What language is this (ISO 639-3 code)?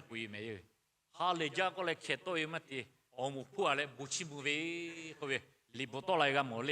lhu